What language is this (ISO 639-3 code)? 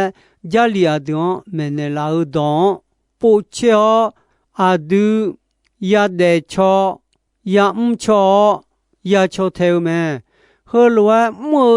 ahk